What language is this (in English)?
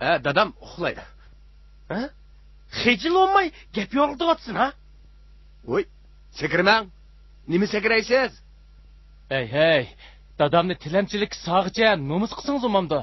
Uyghur